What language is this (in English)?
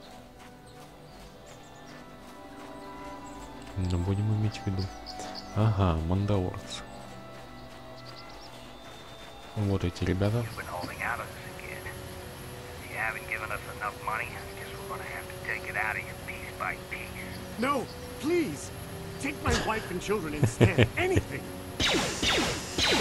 Russian